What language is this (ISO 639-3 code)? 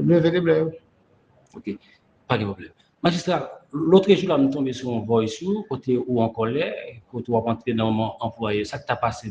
hat